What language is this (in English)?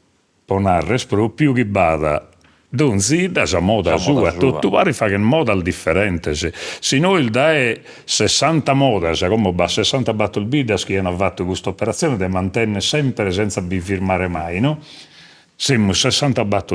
Sardinian